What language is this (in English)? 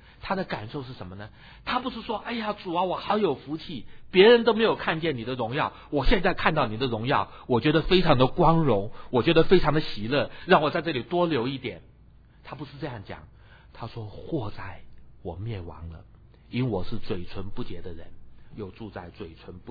Chinese